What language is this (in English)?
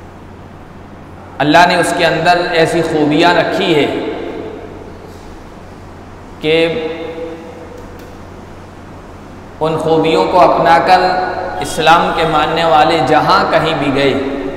Urdu